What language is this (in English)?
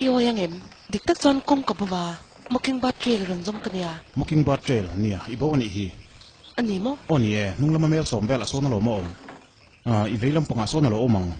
Hakha Chin